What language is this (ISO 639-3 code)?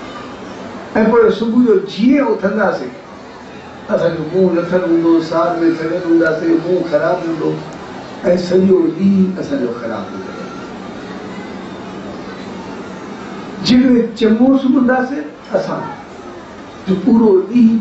snd